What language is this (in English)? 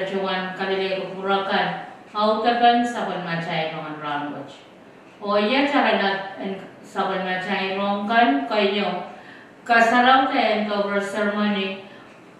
Pohnpeian